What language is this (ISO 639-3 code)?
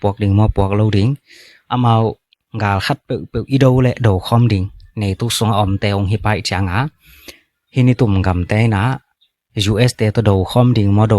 ctd